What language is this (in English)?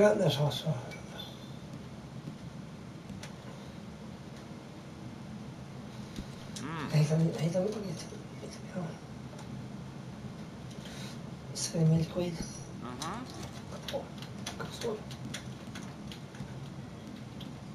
Swedish